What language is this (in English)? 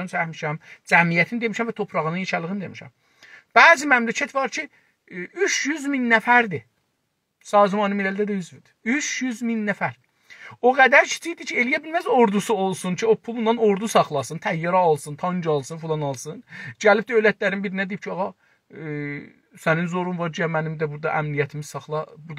South Azerbaijani